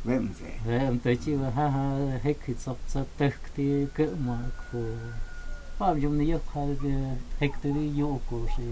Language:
Totontepec Mixe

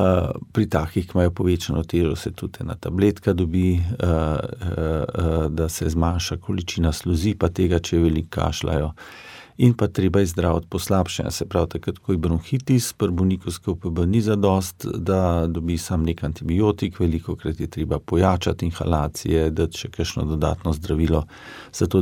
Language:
Slovenian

